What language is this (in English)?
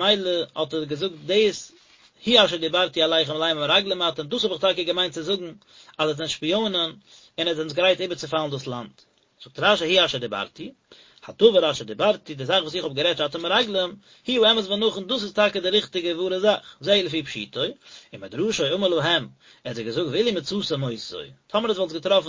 Yiddish